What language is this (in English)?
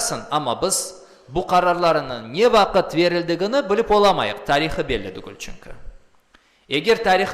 Crimean Tatar